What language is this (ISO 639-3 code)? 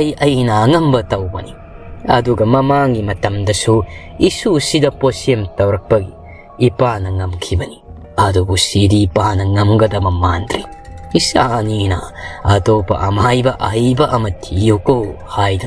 mni